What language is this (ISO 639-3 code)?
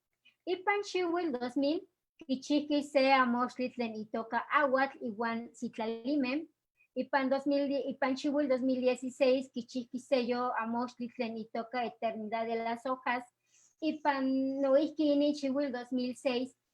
nhe